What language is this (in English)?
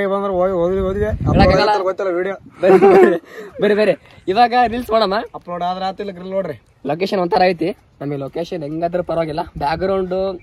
Kannada